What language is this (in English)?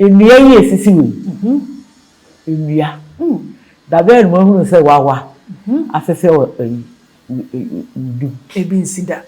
Akan